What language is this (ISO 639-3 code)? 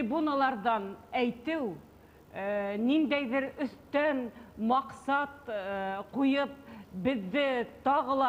bak